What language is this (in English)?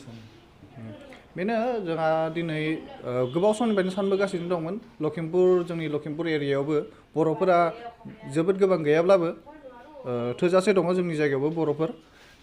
Bodo